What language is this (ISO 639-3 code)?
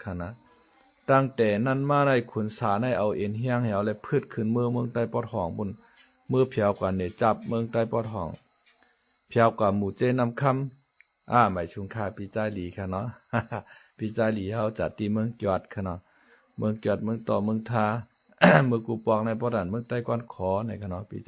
shn